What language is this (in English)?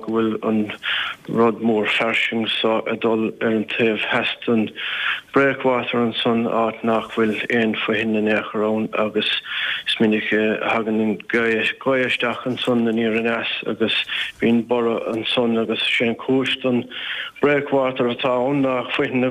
Irish